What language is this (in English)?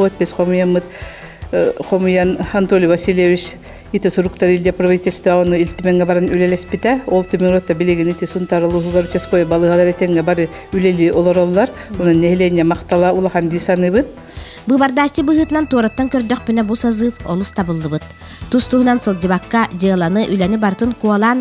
Yakut